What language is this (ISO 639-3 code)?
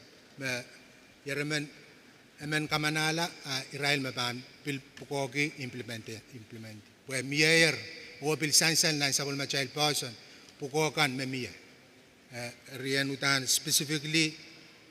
pon